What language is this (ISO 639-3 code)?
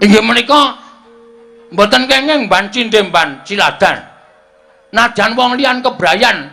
jav